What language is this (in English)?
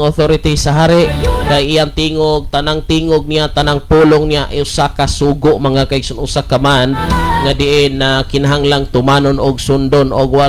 Cebuano